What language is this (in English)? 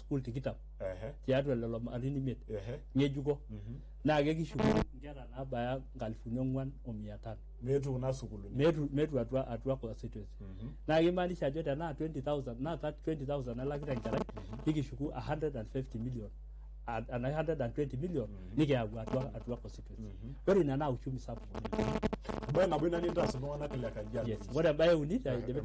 Masai